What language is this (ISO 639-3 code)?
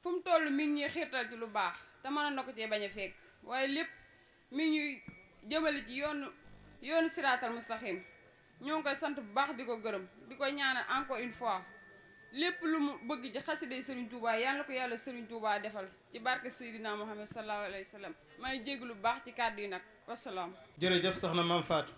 wol